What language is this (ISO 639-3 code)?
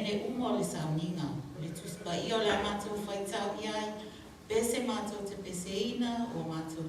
smo